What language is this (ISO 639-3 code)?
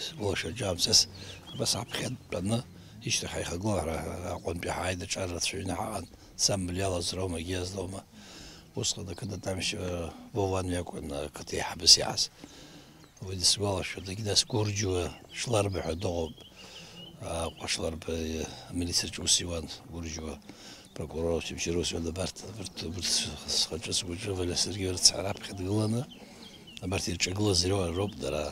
abk